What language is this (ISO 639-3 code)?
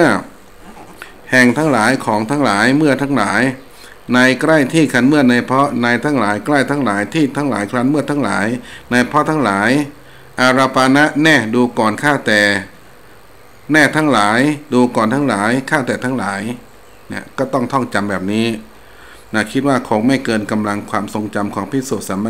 tha